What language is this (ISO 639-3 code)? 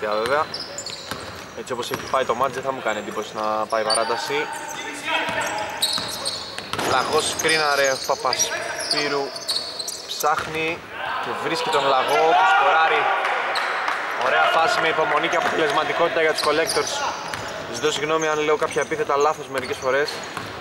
ell